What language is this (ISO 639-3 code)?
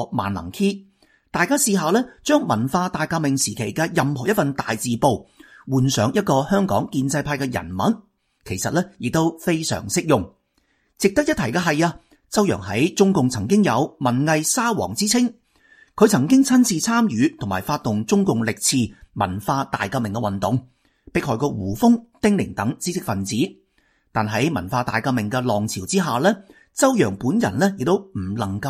yue